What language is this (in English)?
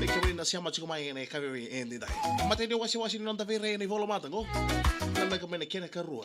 Fijian